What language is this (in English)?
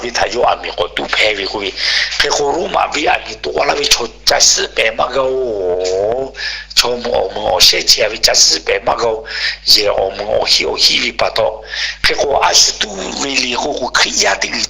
Lahu